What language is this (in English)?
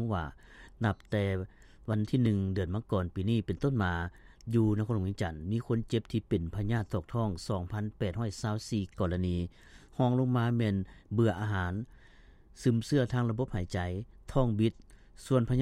Lao